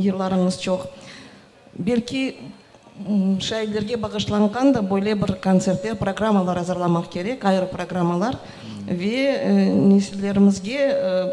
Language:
Crimean Tatar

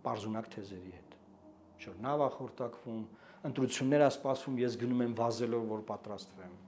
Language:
Armenian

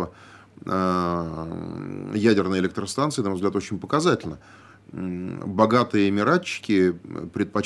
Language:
Russian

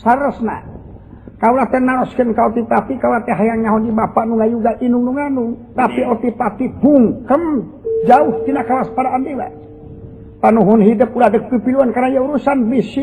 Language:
Sundanese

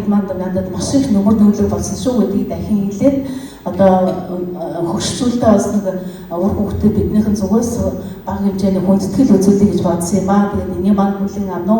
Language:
Mongolian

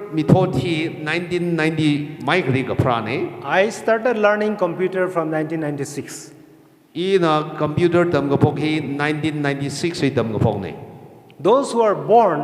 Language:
Tangkhul Naga (India)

